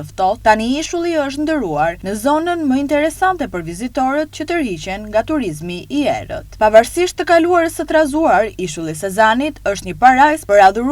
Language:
Albanian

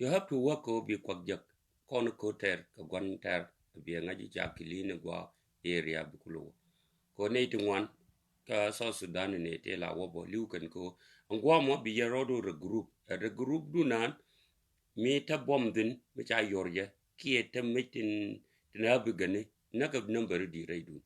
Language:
Nuer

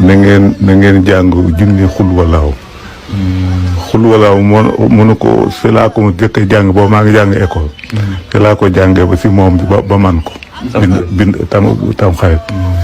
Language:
Wolof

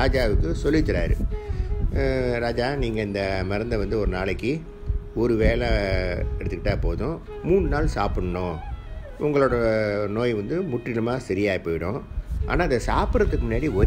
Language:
Tamil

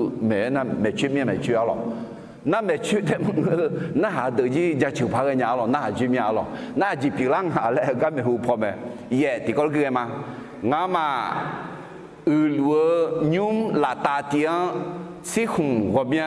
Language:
Akha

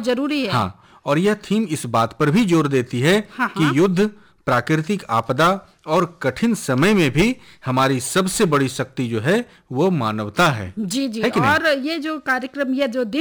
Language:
Hindi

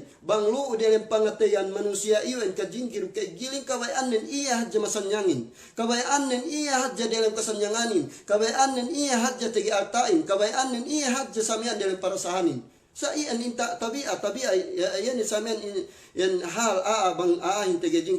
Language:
Yakan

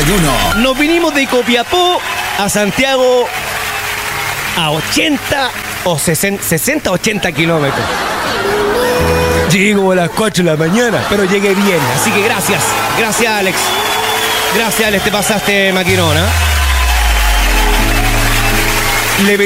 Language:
Spanish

